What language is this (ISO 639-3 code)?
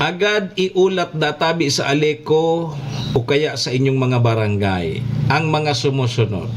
bik